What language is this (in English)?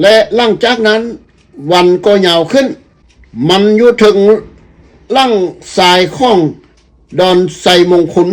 Lao